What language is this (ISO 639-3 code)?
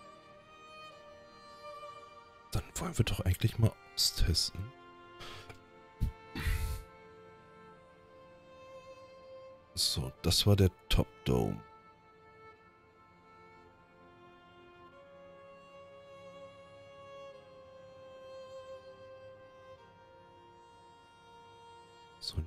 deu